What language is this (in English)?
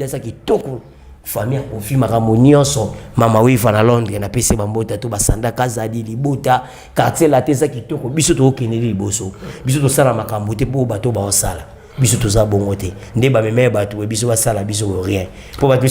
Lingala